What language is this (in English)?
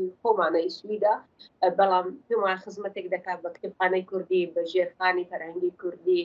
Central Kurdish